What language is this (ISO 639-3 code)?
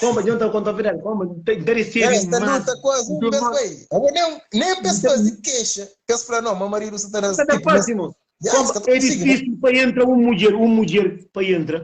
kea